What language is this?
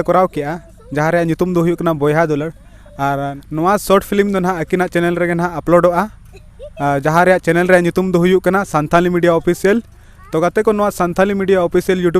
Santali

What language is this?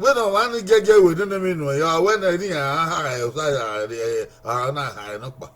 Bini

